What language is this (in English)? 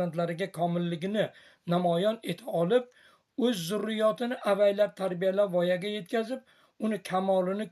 Uzbek